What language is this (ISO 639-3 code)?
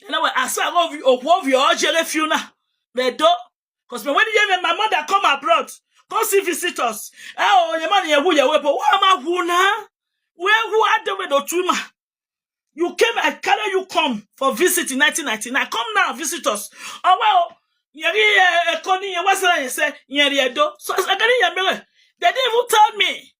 pcm